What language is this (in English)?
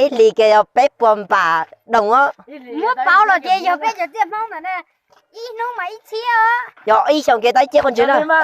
Hmong